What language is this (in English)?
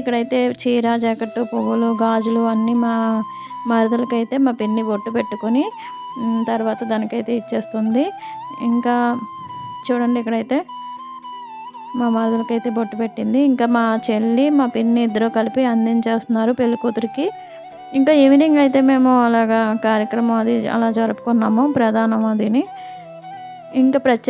Telugu